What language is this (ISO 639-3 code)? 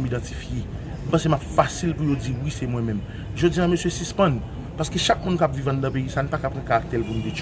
hat